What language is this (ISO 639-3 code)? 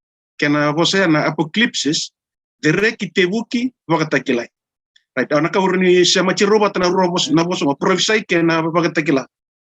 fij